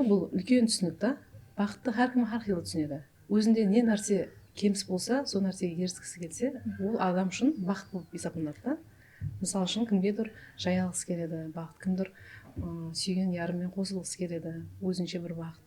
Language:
Kara-Kalpak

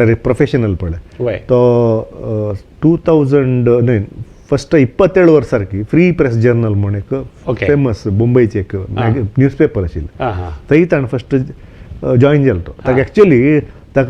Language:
Konkani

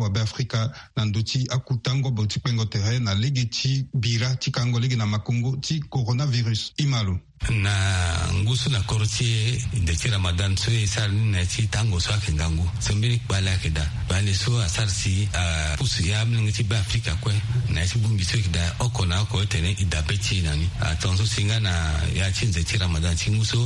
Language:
Sango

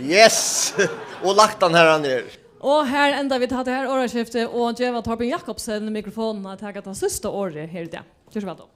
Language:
Faroese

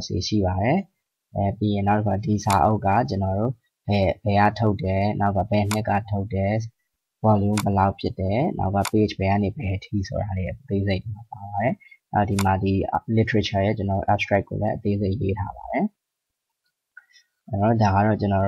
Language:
Burmese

